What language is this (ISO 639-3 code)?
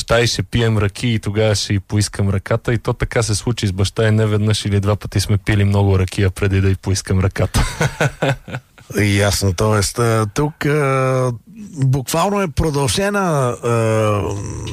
bul